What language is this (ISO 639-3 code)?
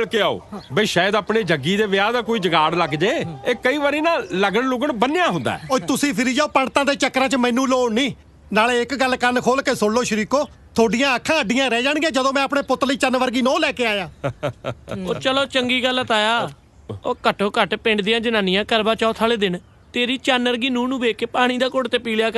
pan